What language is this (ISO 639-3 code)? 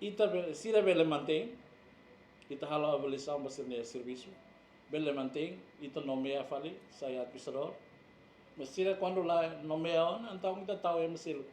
tet